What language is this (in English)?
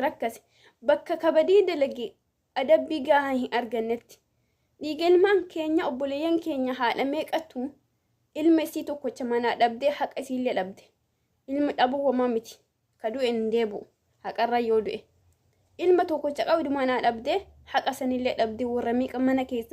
Oromo